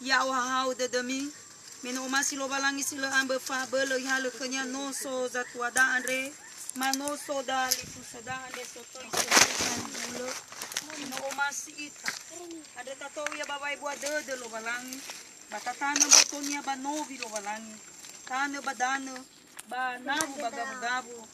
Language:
Nias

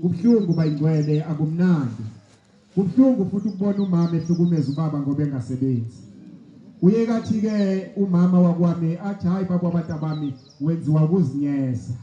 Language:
Zulu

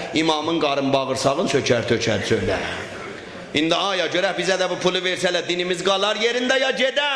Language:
South Azerbaijani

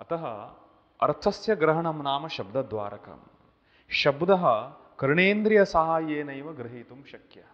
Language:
Sanskrit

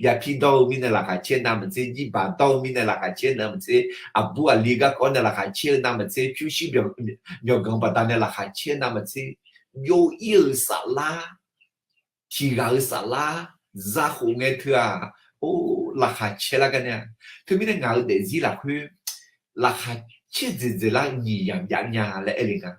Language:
Akha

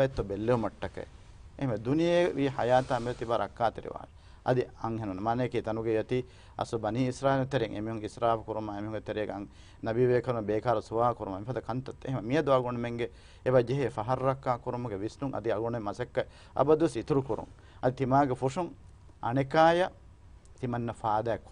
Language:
Divehi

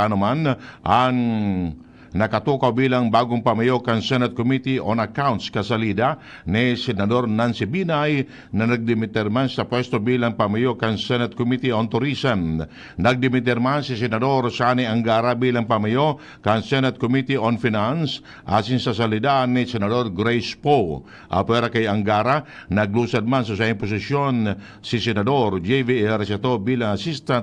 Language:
Bikol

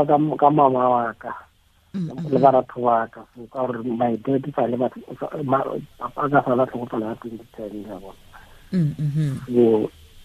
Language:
Tswana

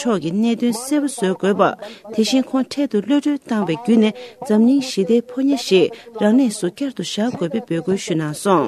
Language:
Tibetan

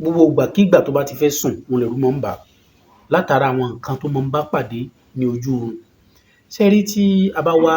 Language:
Yoruba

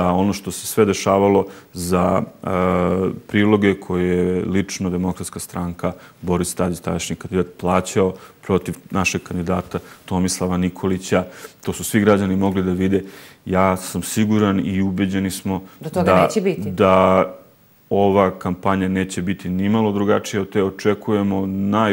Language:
Serbian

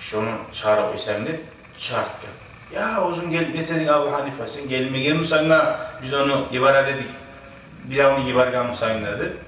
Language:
Kumyk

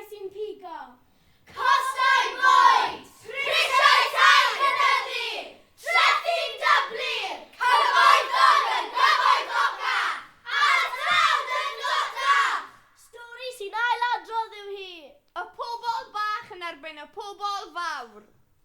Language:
Welsh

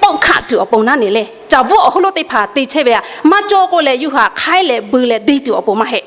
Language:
Lahu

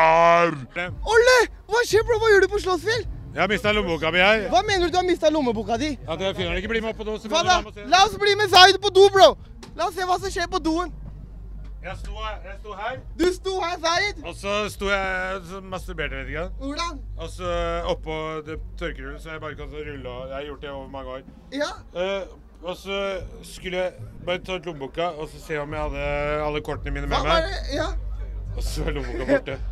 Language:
Norwegian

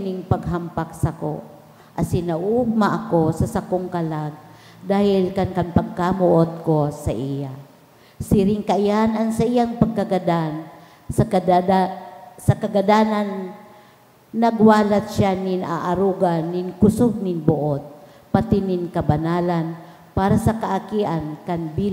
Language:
Bikol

